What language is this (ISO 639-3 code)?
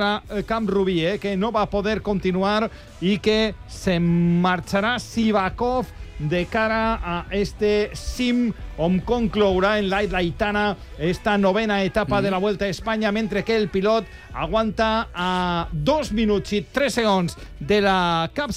cat